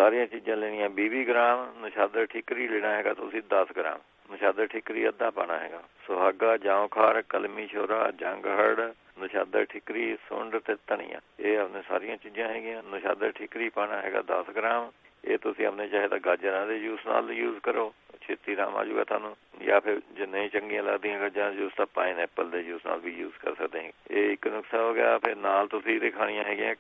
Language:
Punjabi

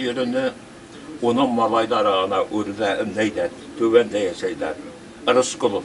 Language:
Bashkir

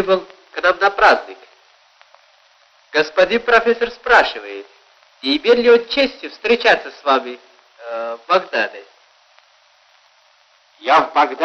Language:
Russian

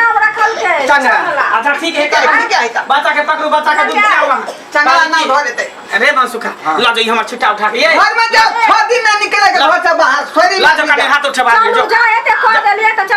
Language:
Maithili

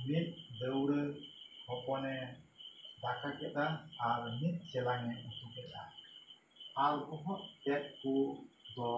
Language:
Santali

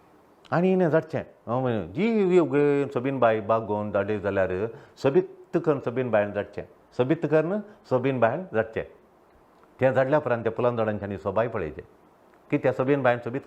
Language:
Konkani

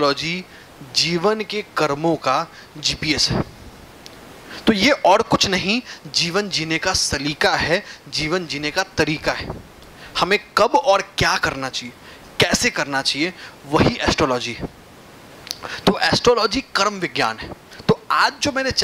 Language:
Hindi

